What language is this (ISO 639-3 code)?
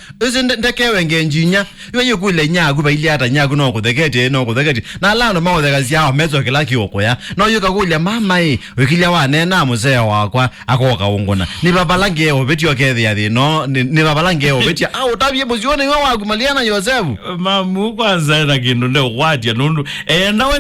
kam